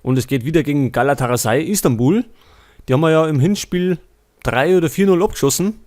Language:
Bavarian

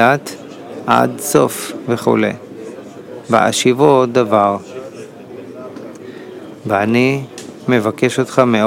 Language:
Hebrew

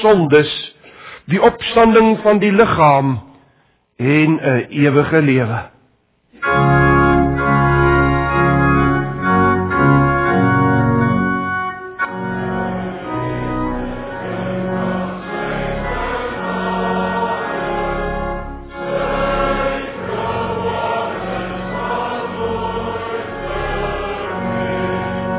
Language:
Afrikaans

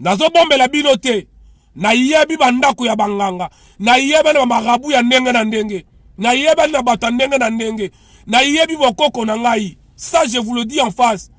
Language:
Lingala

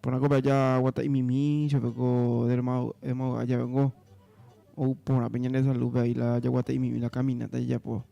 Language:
Guarani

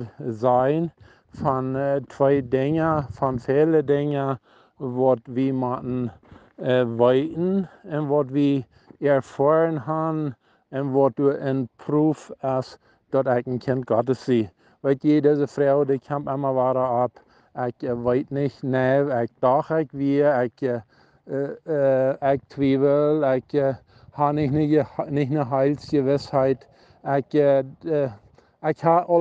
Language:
Plautdietsch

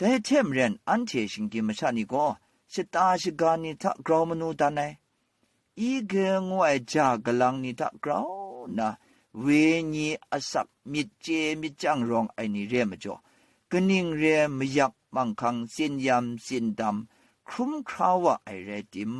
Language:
Kachin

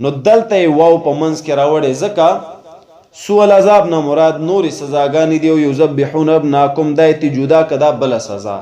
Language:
Pashto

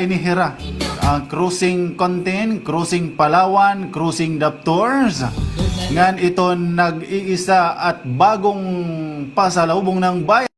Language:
Waray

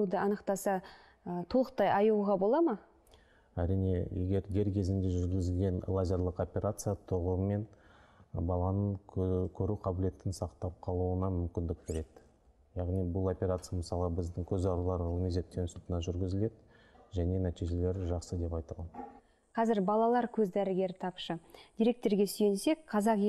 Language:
Kazakh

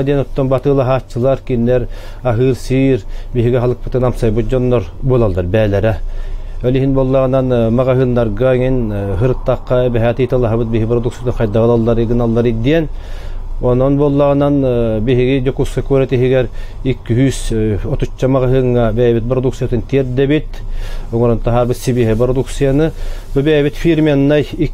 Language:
Yakut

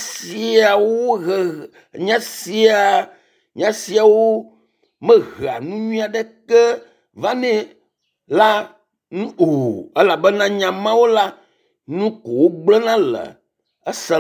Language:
Ewe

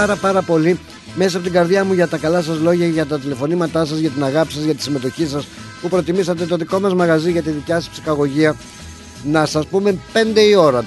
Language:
Greek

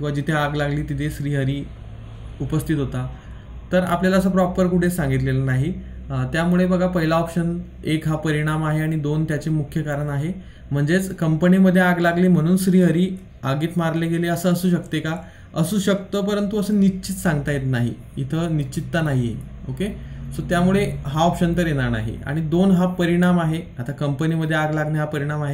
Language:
Marathi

